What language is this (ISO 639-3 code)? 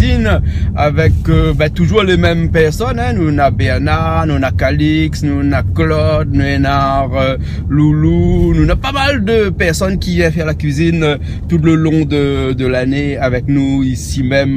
rcf